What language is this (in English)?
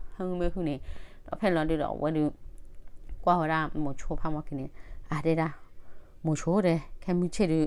S'gaw Karen